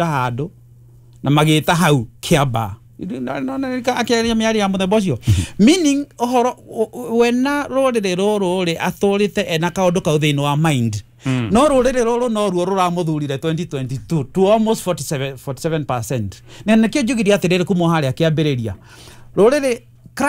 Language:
Kikuyu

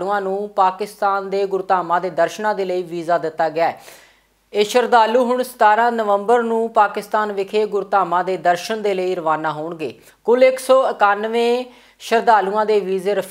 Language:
Punjabi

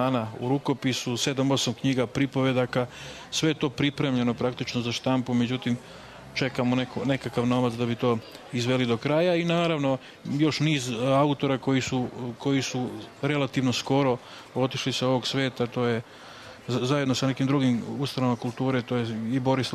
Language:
Serbian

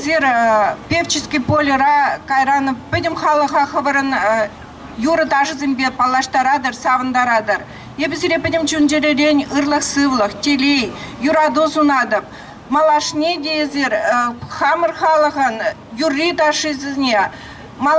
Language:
Chuvash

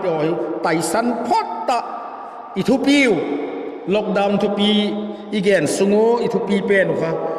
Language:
Vaiphei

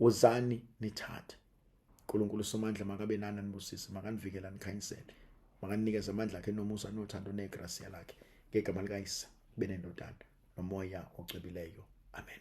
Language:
Zulu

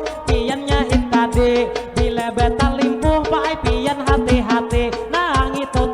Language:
Banjar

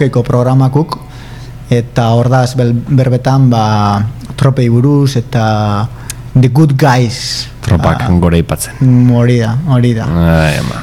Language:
Basque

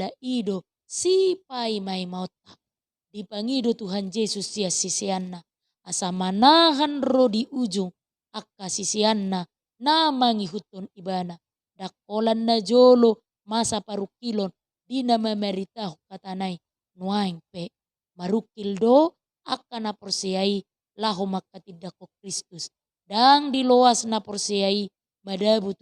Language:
Batak Toba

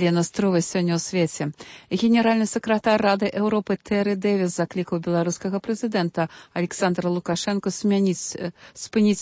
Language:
Belarusian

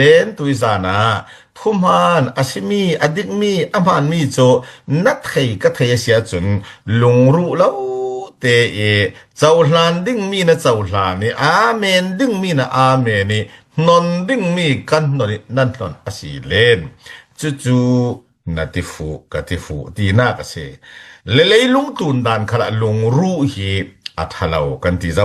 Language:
Falam Chin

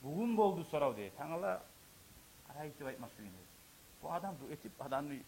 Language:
Kumyk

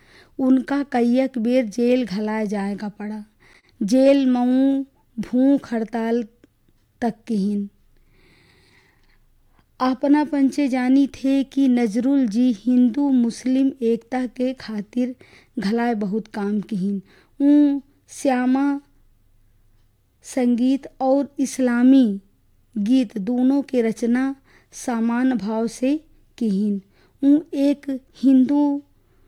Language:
Bagheli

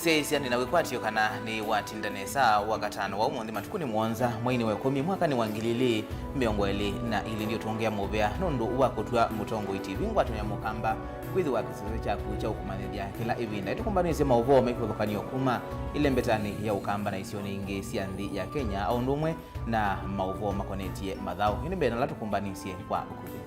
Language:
Kamba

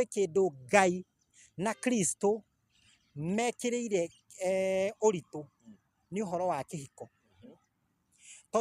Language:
Kikuyu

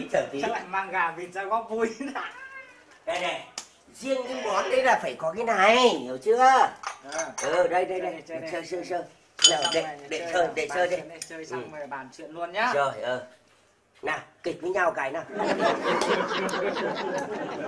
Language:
Vietnamese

